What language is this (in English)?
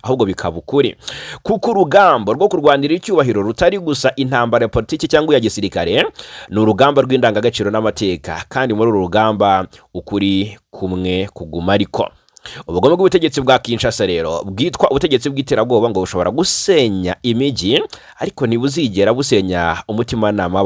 Kinyarwanda